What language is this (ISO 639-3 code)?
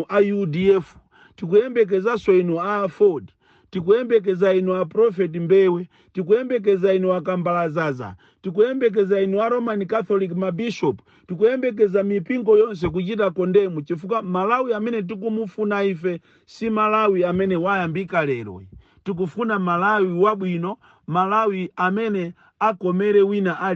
nya